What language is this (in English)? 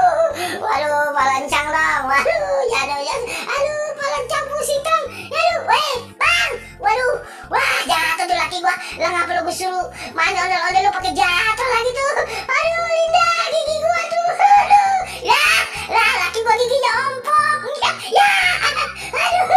Betawi